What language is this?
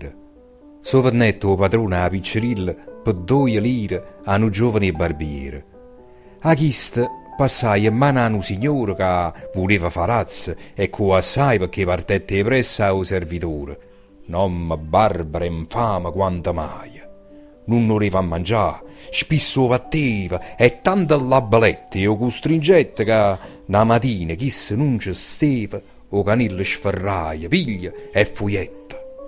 Neapolitan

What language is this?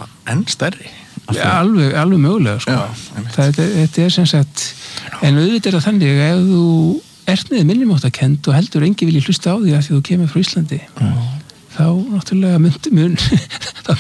Icelandic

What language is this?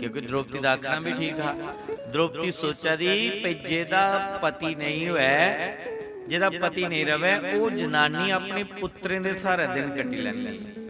Dogri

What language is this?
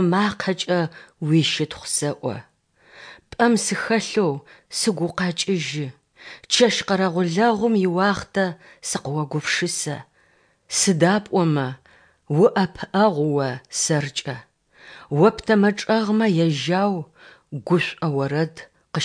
Adyghe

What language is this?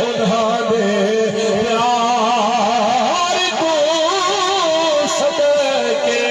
Saraiki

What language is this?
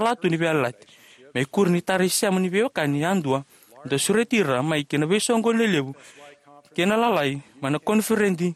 Fijian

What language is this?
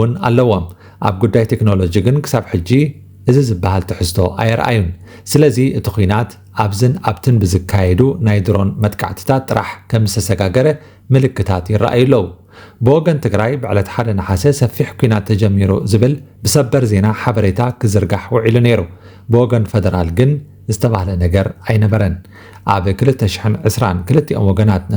Tigrinya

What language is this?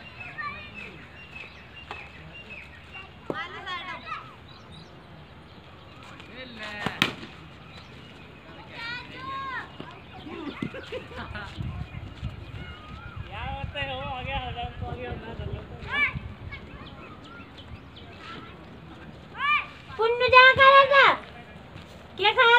Hindi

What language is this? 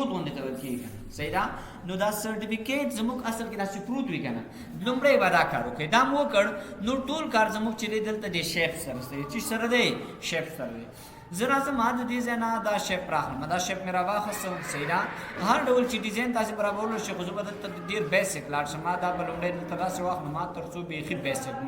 Pashto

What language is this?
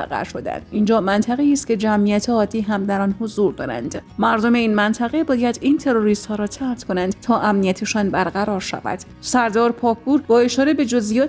Persian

